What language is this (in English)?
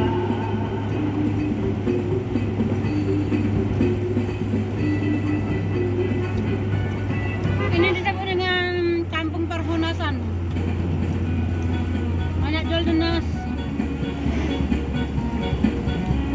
Indonesian